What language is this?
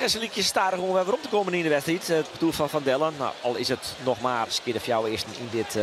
Western Frisian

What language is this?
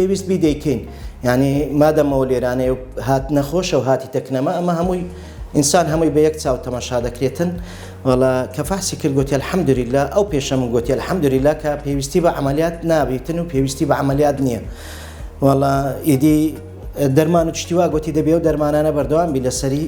Central Kurdish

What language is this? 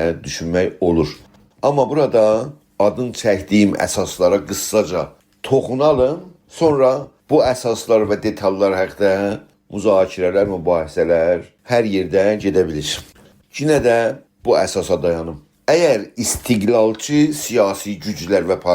South Azerbaijani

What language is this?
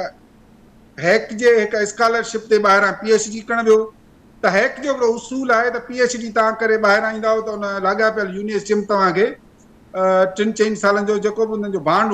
Sindhi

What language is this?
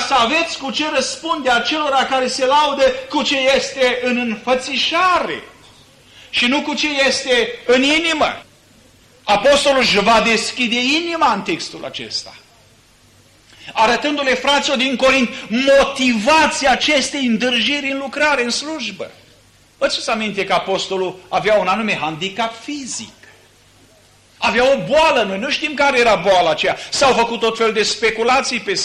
Romanian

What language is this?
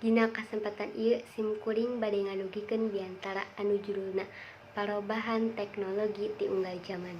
Sundanese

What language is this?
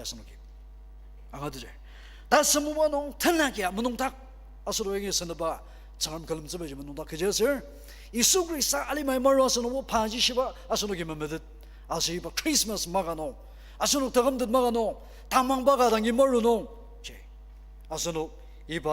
Ao Naga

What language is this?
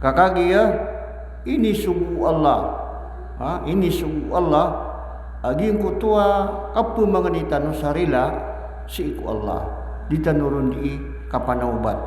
Maranao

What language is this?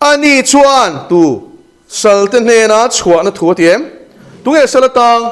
Mizo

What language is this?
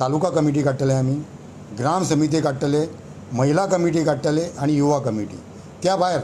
Konkani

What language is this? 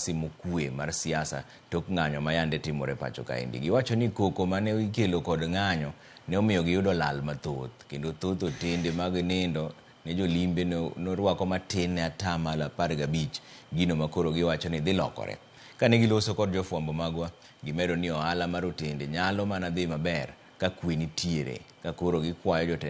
Luo (Kenya and Tanzania)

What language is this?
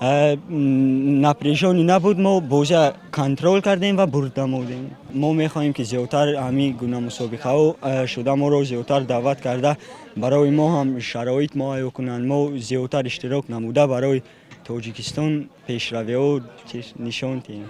Tajik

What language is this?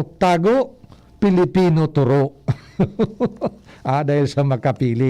Bikol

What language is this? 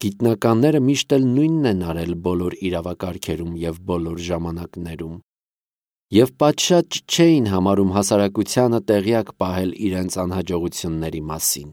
Armenian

